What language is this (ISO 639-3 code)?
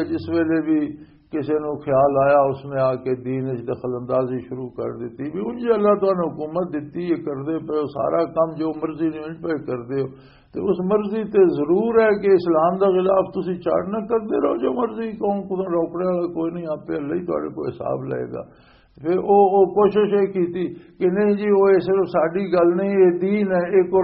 lah